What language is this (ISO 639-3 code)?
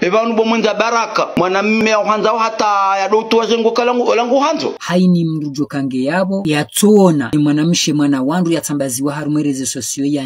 zdj